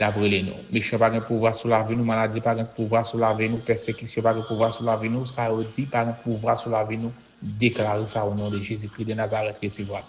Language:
Haitian Creole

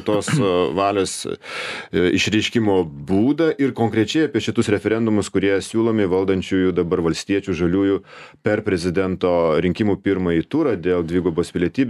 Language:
Lithuanian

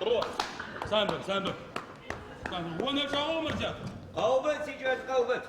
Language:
Adyghe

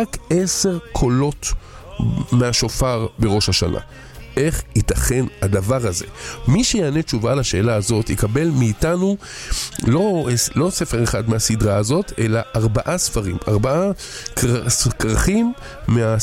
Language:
Hebrew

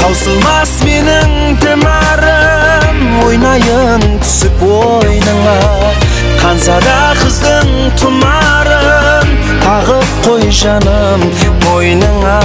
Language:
Kara-Kalpak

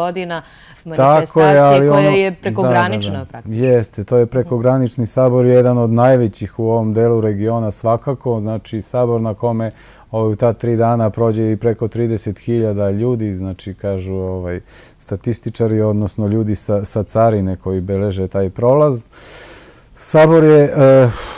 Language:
Serbian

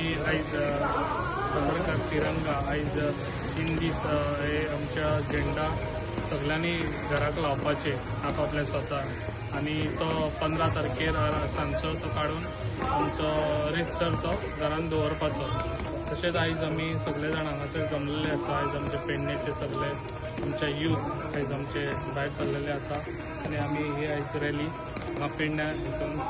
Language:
Konkani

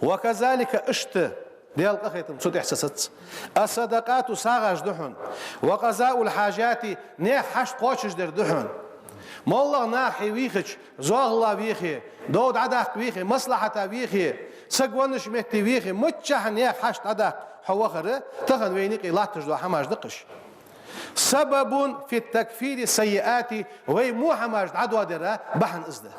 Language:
Ingush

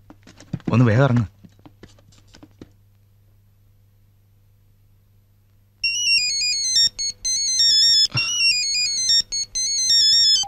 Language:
Malayalam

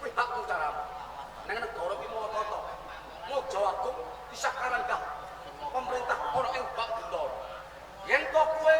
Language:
Javanese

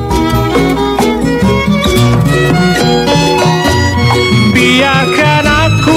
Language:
Indonesian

